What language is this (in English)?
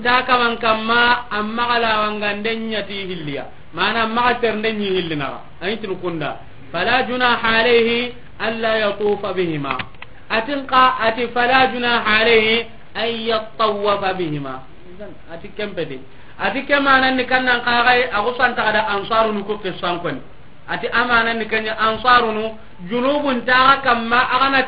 Soninke